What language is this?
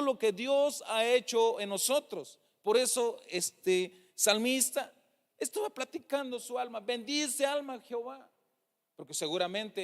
Tzeltal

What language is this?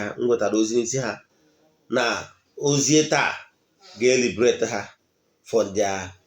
Igbo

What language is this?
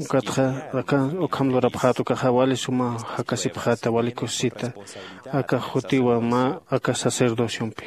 Aymara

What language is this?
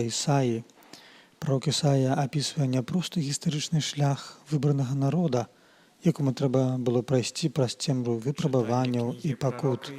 Belarusian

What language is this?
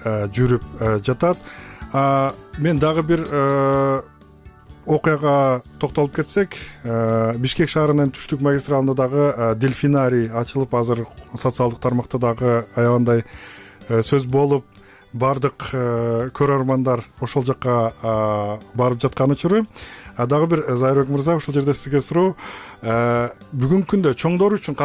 Kyrgyz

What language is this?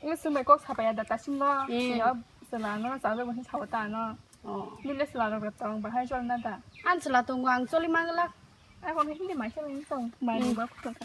Kok Borok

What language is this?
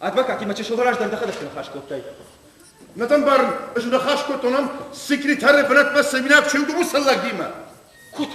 Ossetic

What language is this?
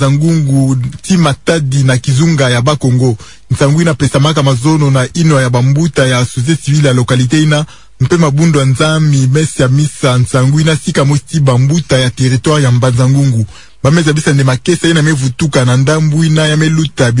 Kituba (Democratic Republic of Congo)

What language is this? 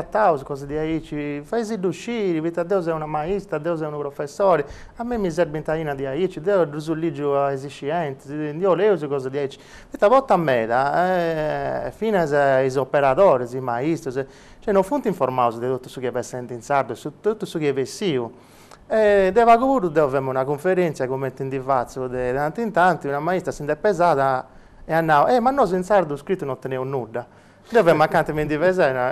Sardinian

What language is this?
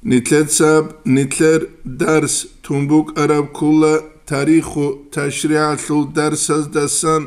Avaric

